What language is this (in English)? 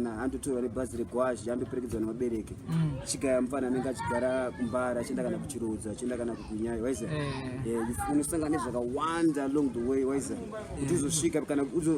Shona